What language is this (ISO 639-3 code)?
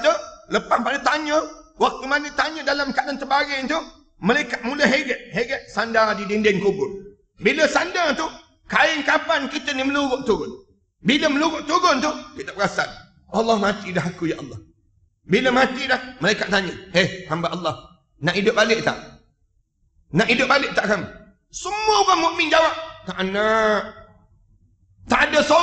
msa